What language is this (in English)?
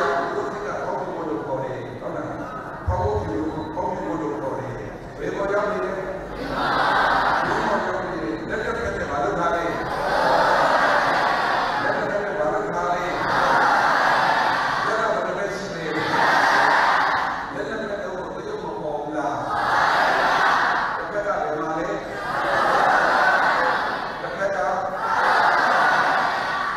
Burmese